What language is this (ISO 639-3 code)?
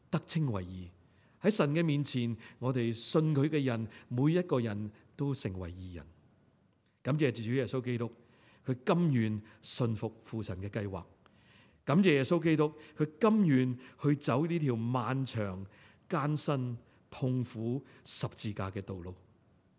yue